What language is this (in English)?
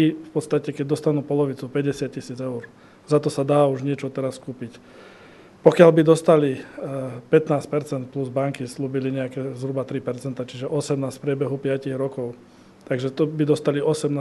Slovak